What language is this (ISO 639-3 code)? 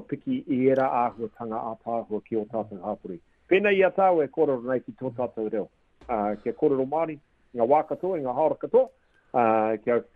mri